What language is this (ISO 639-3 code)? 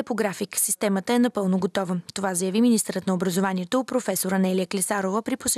bul